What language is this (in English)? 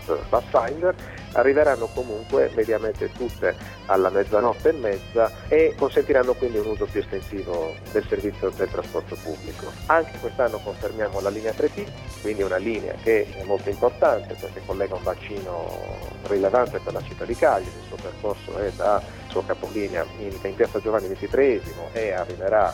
Italian